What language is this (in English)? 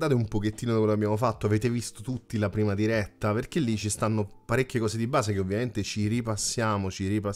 Italian